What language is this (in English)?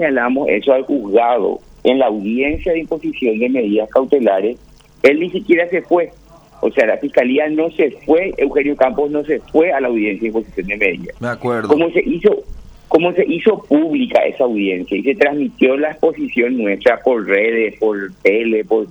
Spanish